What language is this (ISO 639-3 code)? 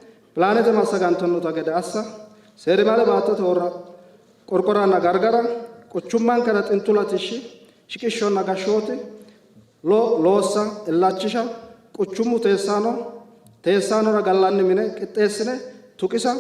sid